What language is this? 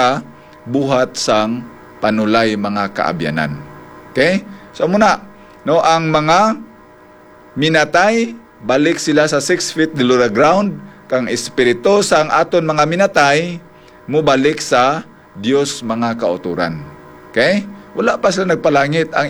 Hiligaynon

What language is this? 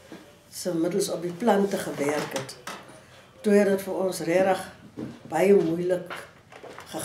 Afrikaans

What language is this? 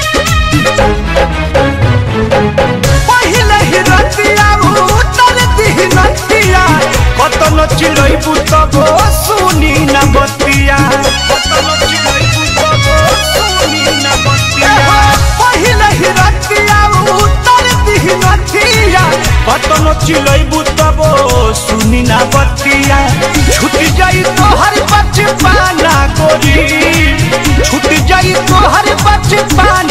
Bhojpuri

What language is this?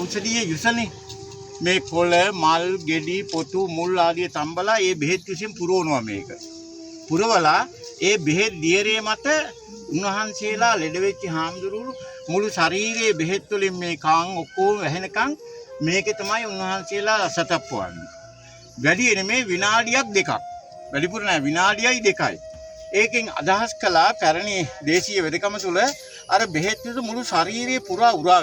Sinhala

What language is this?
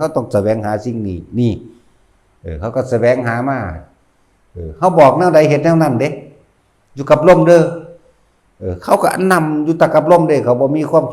Northeastern Thai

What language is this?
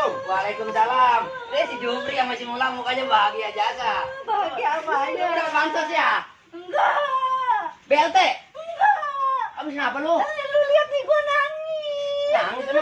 Betawi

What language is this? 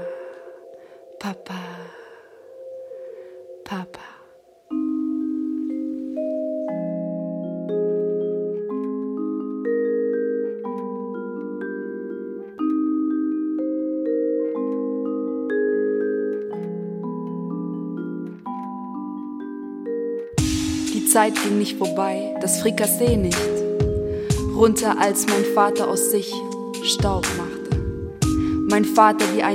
German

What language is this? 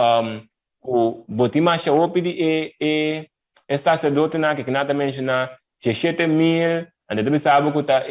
Papiamento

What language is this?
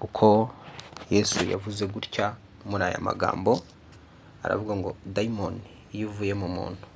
Kinyarwanda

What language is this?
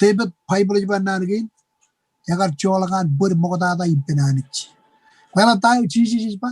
Marshallese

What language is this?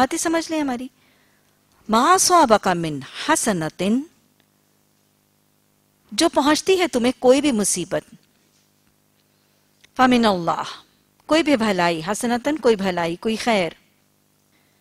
Urdu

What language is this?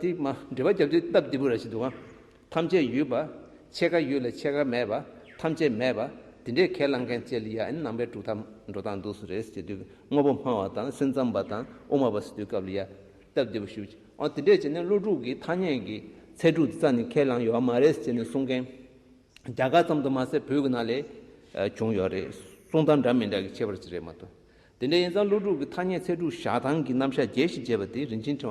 Tibetan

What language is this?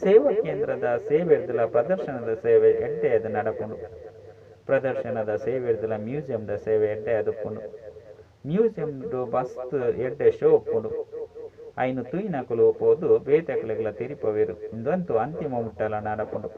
Tulu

